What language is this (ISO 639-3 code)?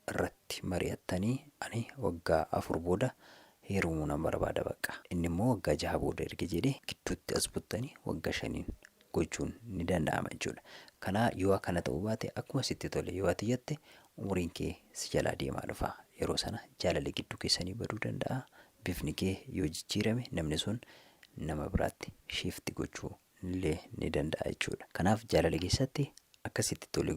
orm